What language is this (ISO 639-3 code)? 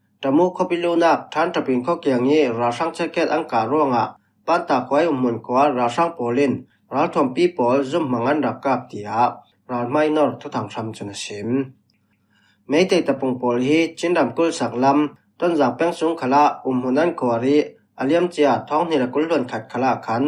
cfm